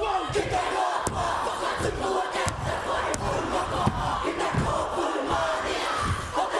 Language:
Māori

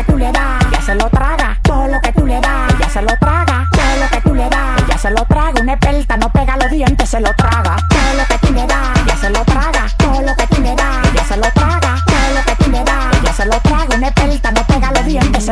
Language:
Spanish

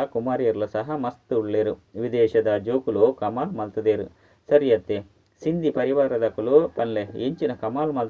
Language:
Tulu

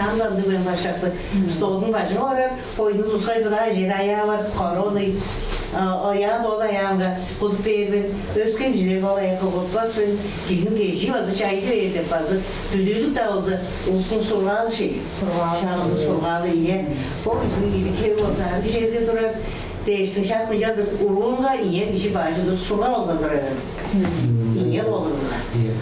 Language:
Tuvinian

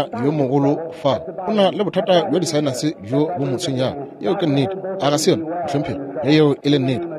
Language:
Northern Sotho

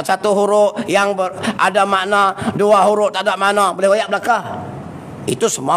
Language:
Malay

